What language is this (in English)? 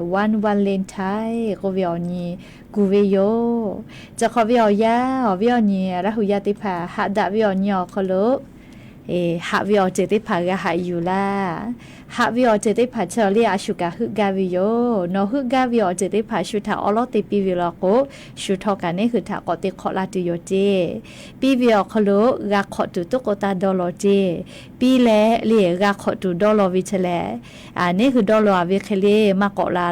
Lahu